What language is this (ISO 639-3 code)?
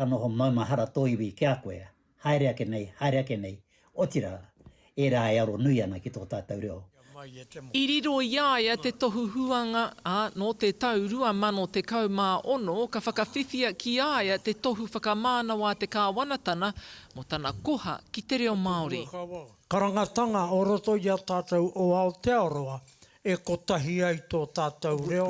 mri